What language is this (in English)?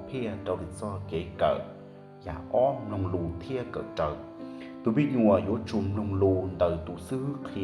Hmong